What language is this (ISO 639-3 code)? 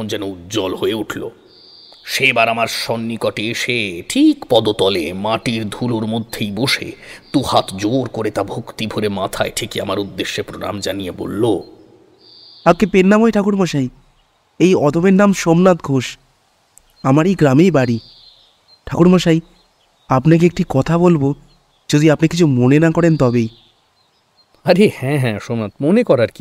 ben